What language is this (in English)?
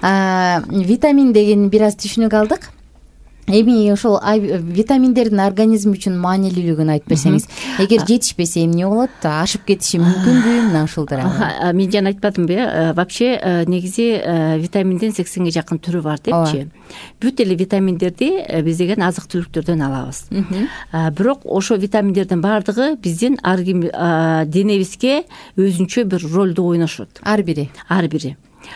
Kyrgyz